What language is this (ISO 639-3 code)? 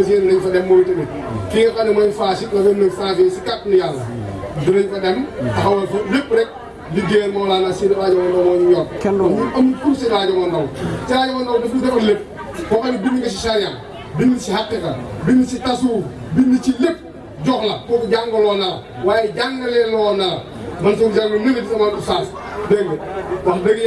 wol